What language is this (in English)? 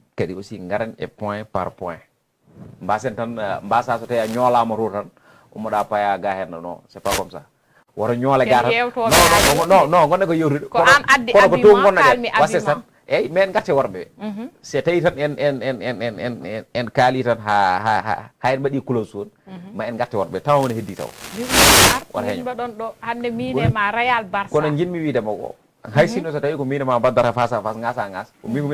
Fula